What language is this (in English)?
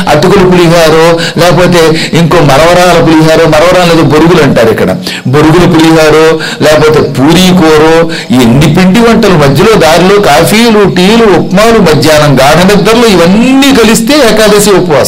Telugu